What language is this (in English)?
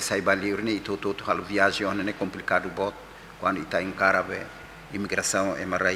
Tetum